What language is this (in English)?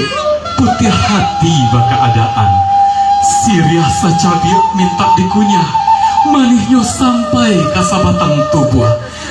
Minangkabau